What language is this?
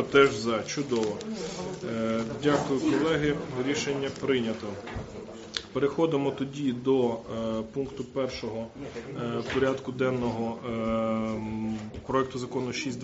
Ukrainian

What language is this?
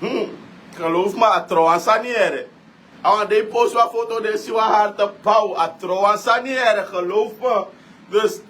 Sranan Tongo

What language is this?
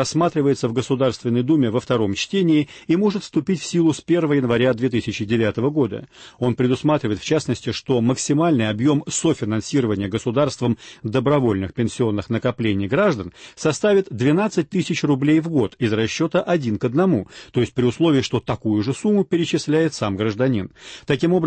Russian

